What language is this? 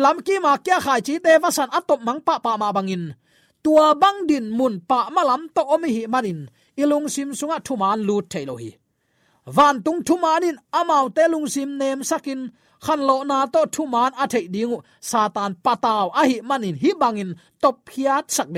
Tedim Chin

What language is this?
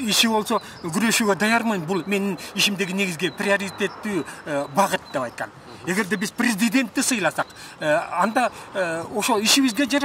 Kyrgyz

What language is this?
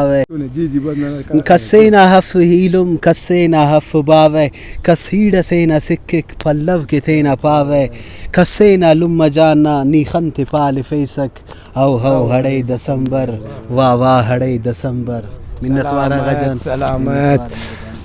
Brahui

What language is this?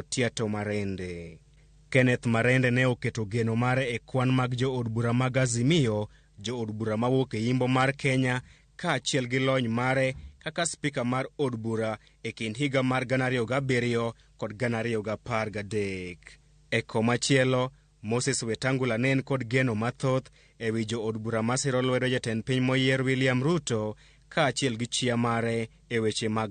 Luo (Kenya and Tanzania)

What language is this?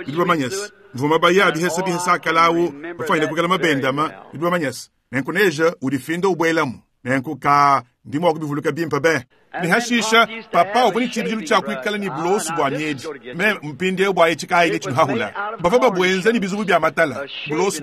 Luba-Lulua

